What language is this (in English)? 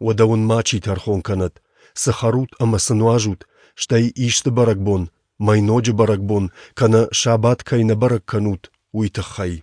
Ossetic